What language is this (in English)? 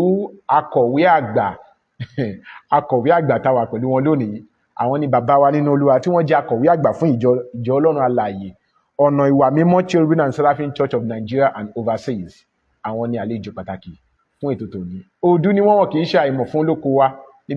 Yoruba